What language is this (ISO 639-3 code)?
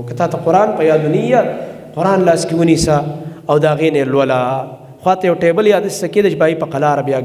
pus